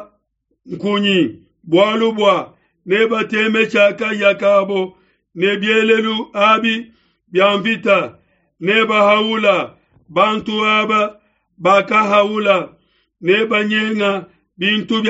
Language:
Luba-Lulua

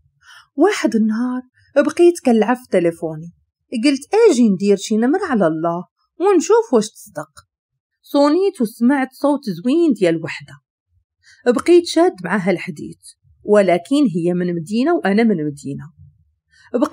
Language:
Moroccan Arabic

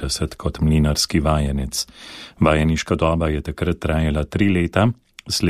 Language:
Slovenian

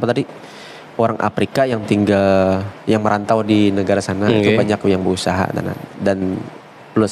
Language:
Banjar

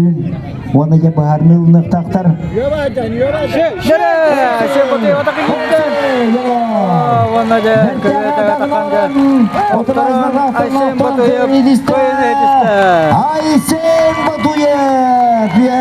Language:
Yakut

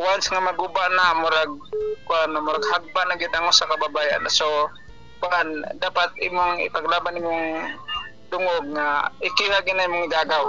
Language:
Cebuano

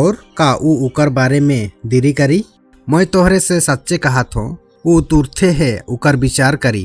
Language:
Sadri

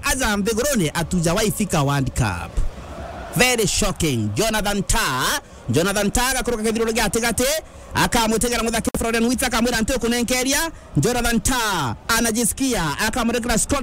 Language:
Meru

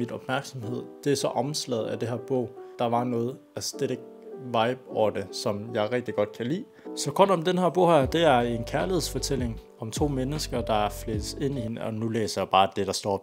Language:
Danish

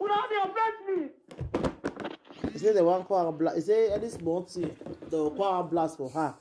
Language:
Nigerian Pidgin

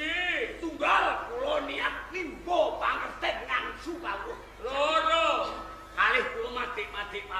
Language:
Javanese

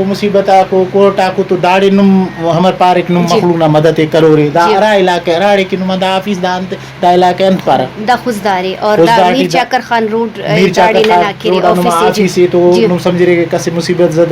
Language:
Brahui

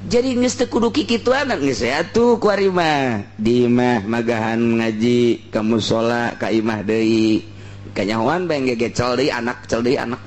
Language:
Sundanese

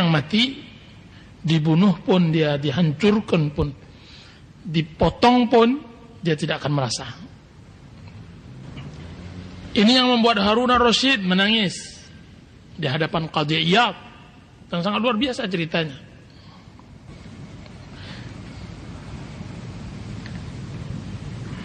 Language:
Indonesian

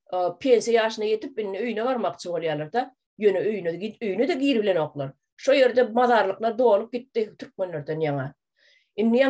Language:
Turkmen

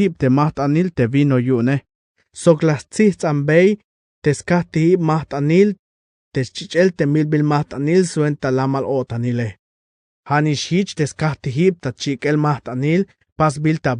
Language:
Tzeltal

